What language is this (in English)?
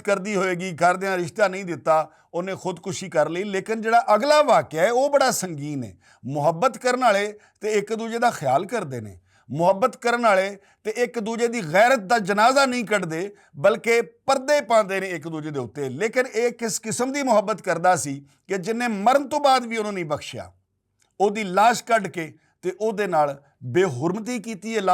Western Panjabi